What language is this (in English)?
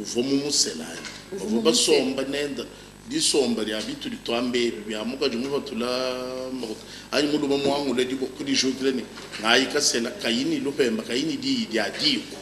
Luba-Lulua